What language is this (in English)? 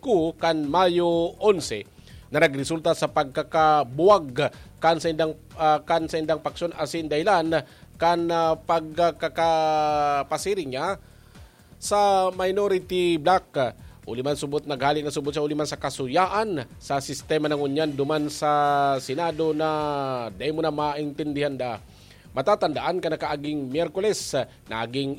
Bikol